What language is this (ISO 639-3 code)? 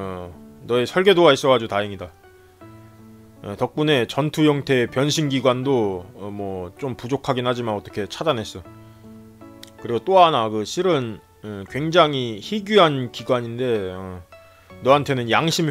kor